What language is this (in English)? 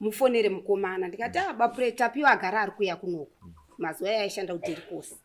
Shona